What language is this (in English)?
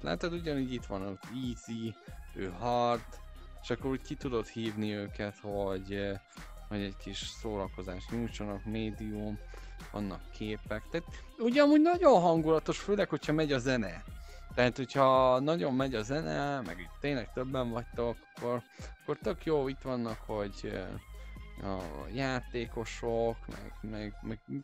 Hungarian